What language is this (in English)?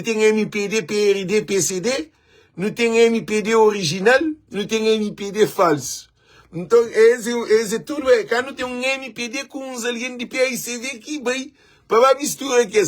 Kabuverdianu